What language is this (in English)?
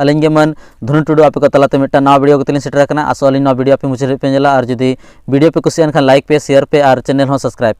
Santali